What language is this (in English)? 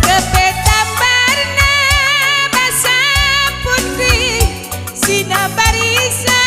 Batak Karo